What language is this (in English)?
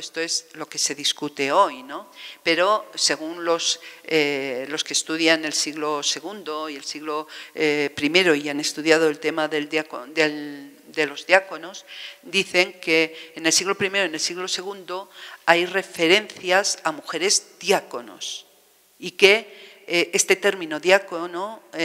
Spanish